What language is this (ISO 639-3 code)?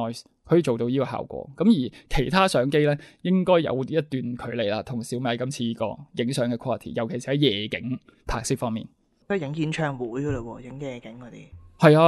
yue